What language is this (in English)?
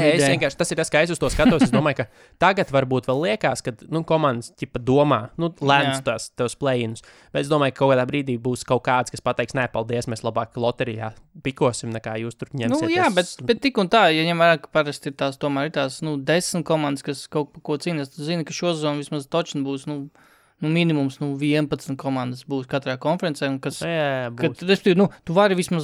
Latvian